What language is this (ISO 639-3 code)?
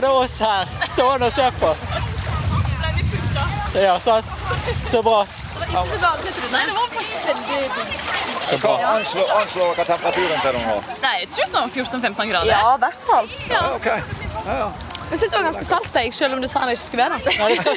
nor